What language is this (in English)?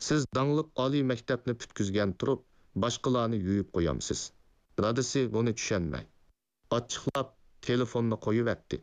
Uyghur